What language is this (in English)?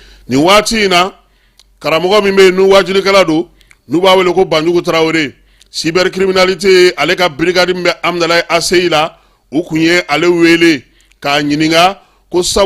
Bambara